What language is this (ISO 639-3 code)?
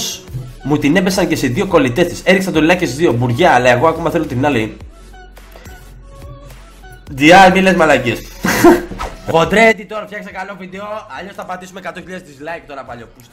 ell